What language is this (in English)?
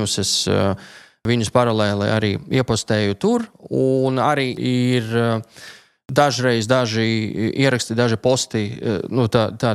Latvian